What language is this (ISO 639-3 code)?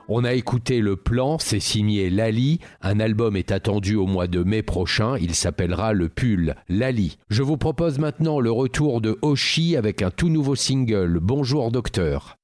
fra